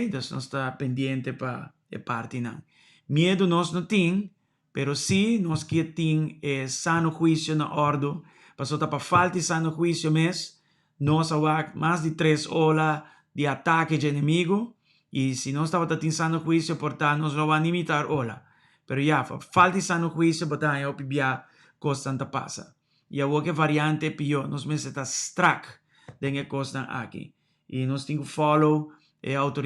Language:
Papiamento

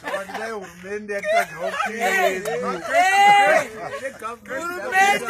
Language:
Shona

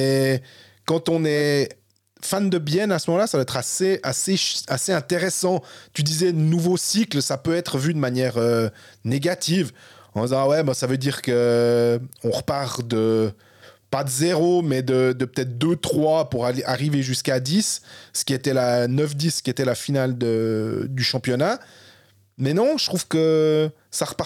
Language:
French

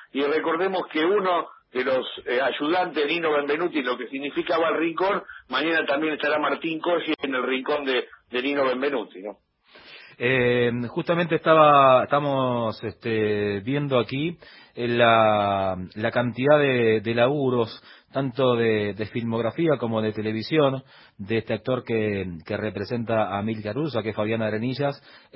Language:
Spanish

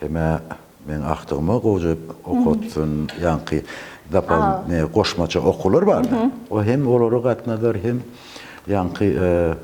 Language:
Turkmen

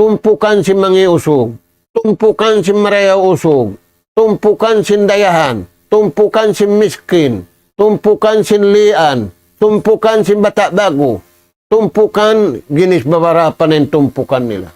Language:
Tausug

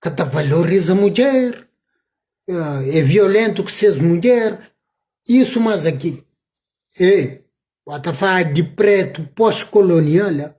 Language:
Kabuverdianu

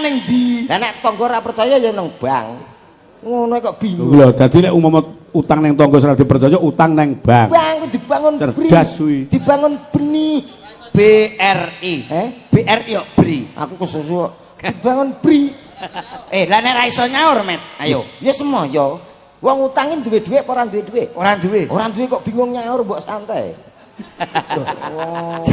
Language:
Javanese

